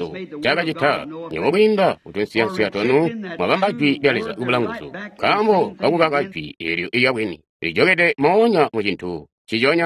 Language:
Tonga (Zambia)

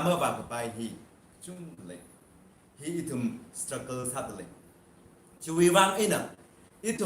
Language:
Tangkhul Naga (India)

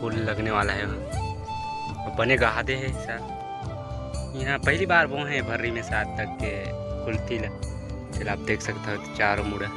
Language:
Chhattisgarhi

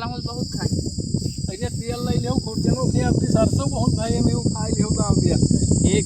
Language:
Awadhi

